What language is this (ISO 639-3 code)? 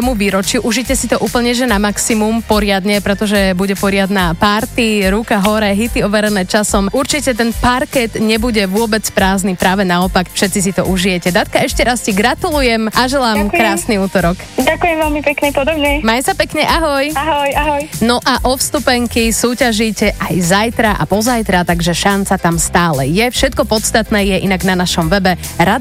slk